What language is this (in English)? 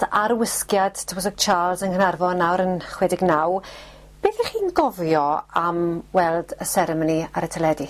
Welsh